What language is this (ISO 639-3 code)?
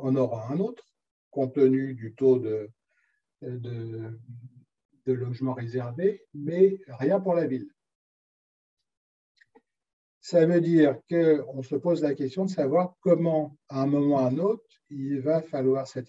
fra